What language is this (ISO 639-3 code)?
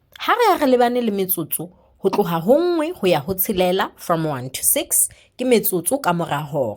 sot